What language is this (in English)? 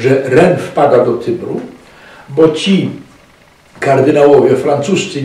Polish